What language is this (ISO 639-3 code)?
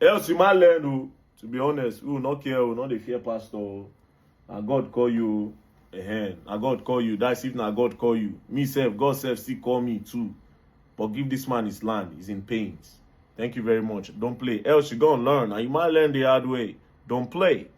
pcm